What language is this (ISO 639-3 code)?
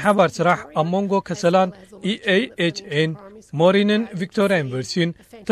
tir